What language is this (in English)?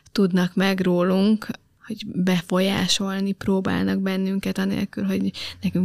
Hungarian